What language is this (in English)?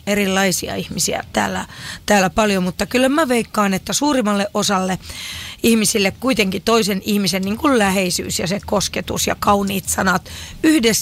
Finnish